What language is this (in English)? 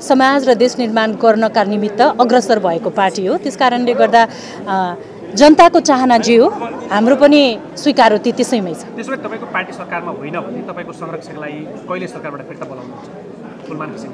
Nepali